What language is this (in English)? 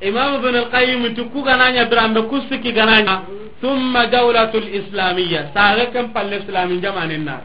Soninke